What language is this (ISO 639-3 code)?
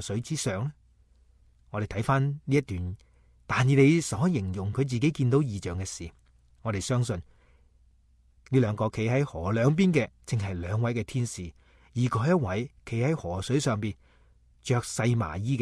yue